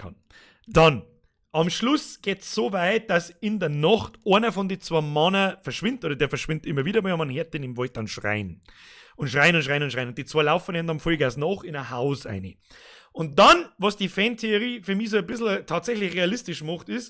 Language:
Bavarian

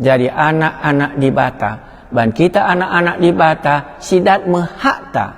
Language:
Batak Karo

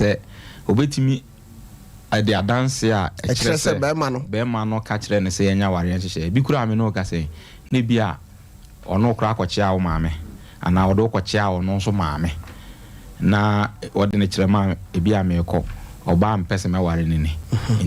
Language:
Akan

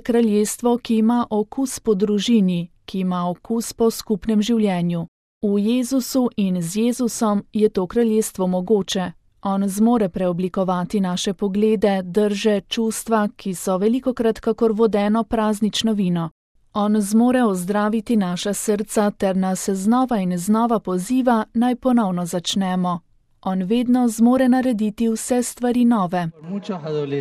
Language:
Slovenian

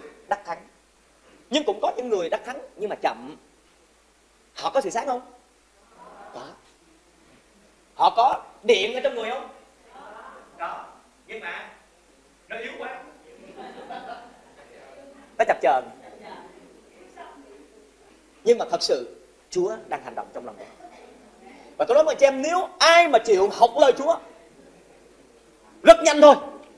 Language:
Vietnamese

